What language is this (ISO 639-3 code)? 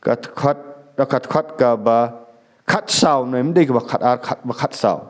kha